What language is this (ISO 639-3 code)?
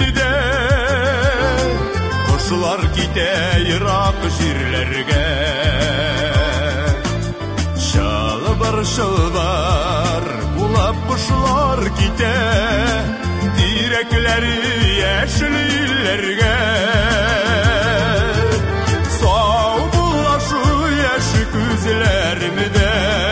tat